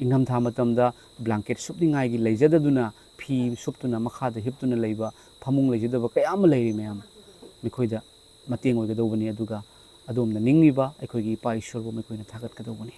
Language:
Manipuri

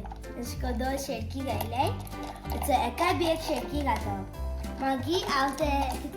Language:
Konkani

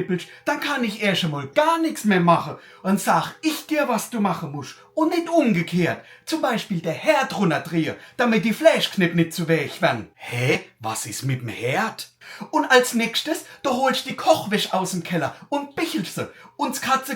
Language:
Palatine German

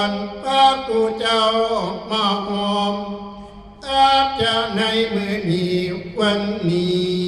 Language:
Northeastern Thai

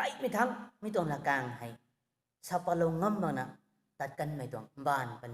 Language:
Rongmei Naga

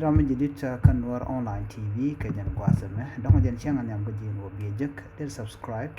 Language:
Nuer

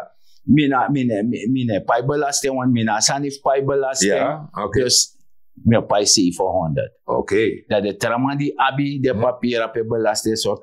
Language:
Sranan Tongo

